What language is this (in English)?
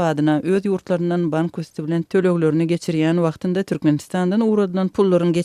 Turkmen